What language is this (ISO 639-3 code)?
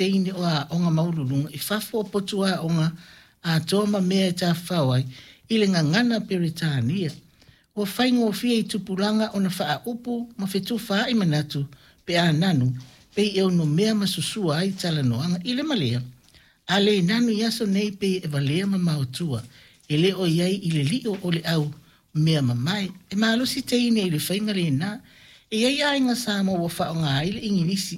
smo